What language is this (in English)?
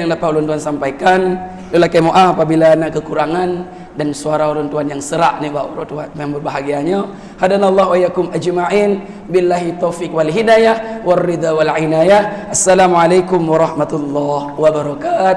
Achinese